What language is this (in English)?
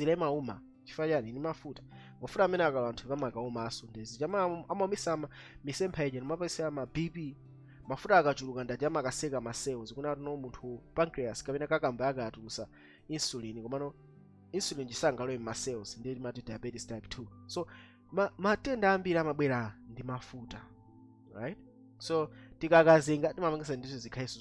Nyanja